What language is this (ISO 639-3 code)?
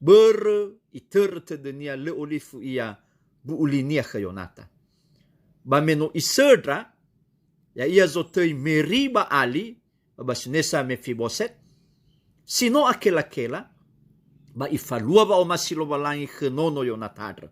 nia